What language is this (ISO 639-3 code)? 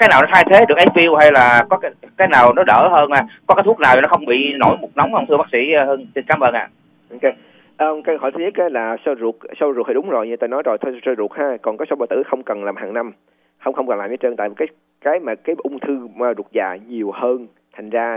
vie